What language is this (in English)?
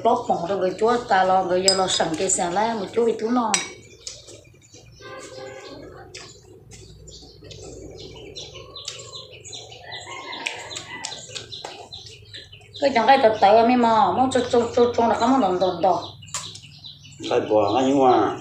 Vietnamese